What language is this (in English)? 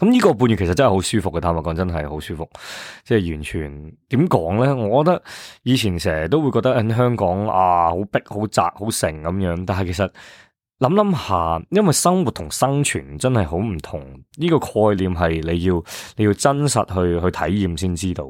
Cantonese